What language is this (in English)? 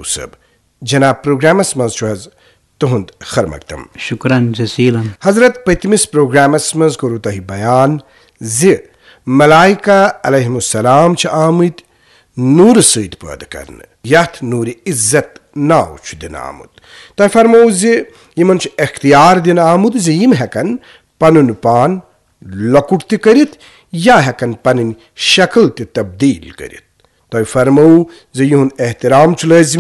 Kashmiri